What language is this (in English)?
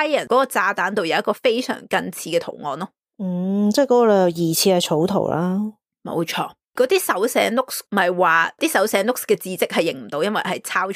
Cantonese